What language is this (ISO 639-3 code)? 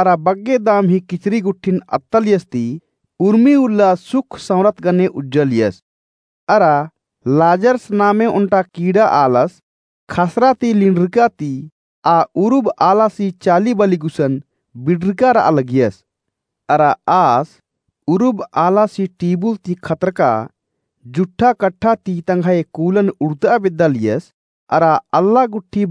kru